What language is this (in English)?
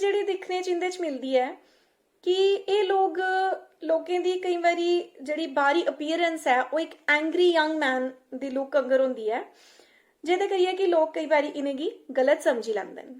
Dogri